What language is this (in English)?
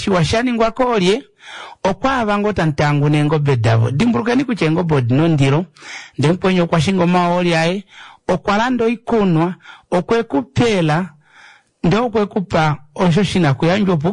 Kuanyama